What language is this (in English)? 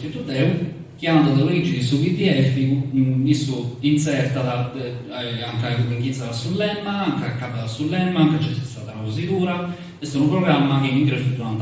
Sardinian